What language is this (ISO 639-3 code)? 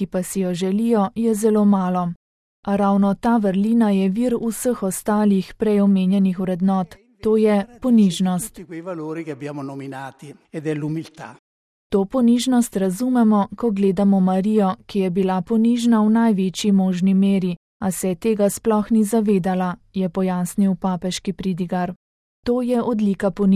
slv